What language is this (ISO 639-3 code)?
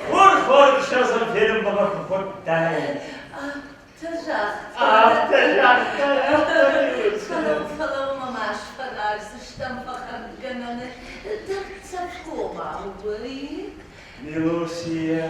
oss